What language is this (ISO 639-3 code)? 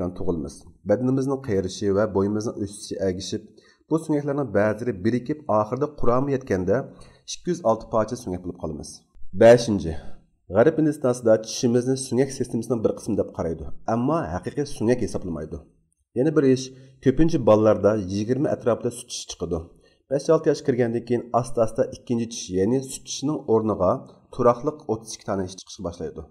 uig